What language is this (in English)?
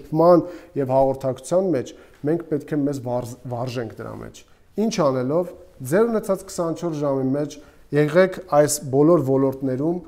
Armenian